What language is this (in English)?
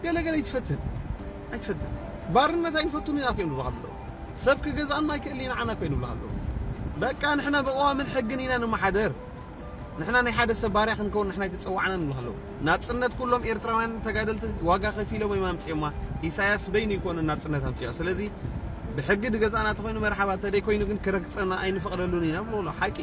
Tigrinya